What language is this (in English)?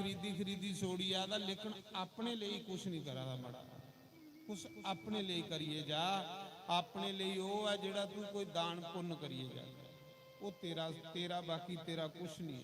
Dogri